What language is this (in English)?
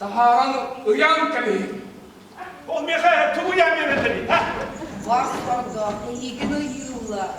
Yakut